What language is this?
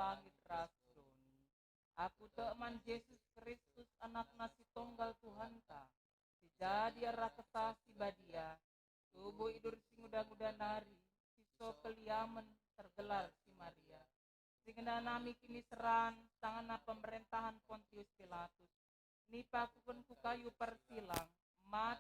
Batak Karo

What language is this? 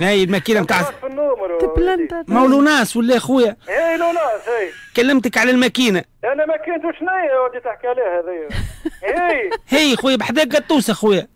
Tunisian Arabic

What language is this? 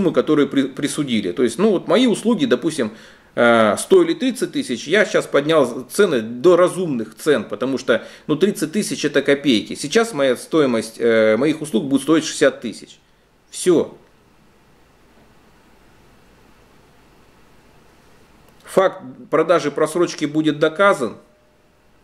Russian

